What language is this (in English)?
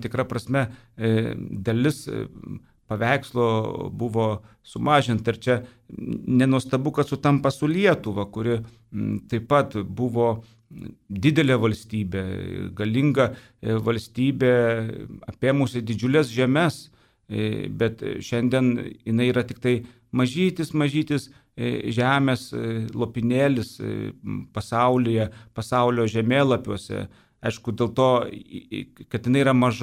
Lithuanian